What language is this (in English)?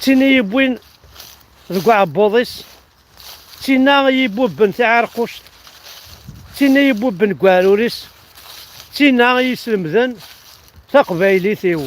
Kabyle